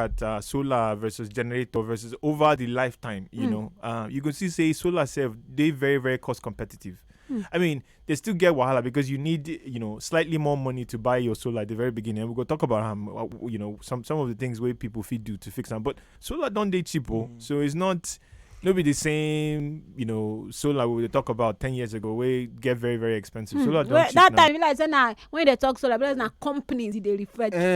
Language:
Nigerian Pidgin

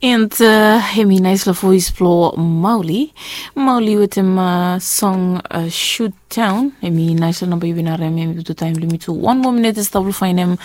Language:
Bislama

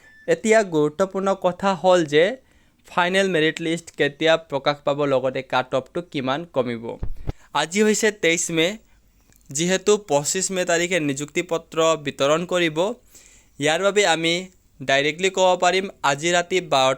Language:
Assamese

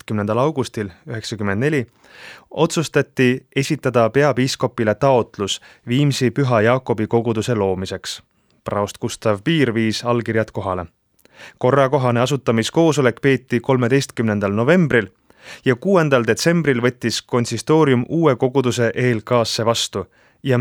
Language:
Estonian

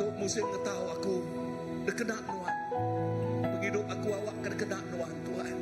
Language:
Iban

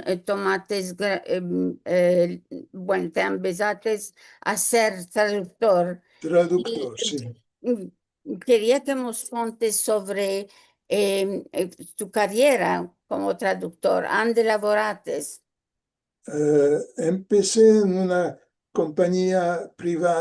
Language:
Ladino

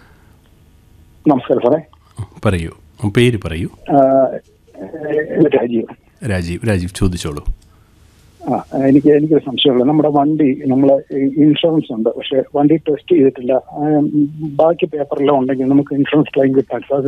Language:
Malayalam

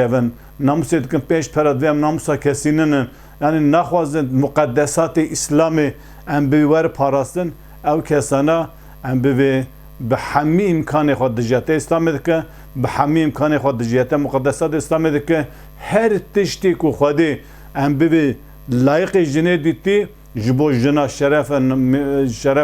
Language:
Kurdish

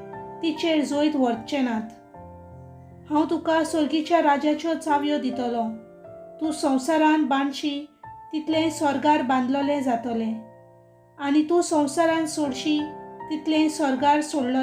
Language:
Konkani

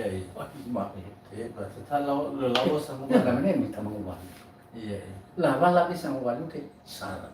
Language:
Nias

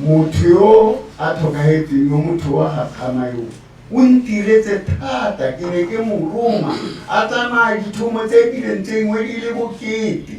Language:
Tswana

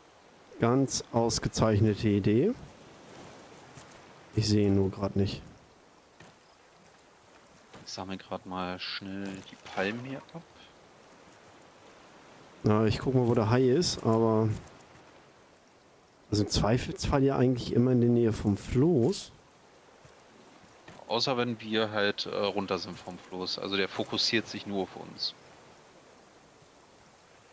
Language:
German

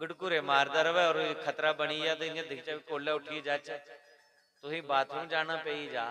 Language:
Dogri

